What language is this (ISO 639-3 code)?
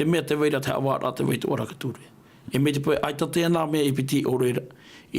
tah